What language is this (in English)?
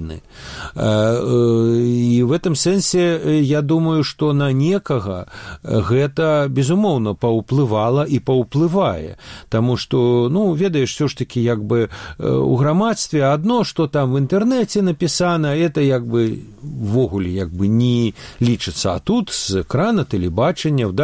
Belarusian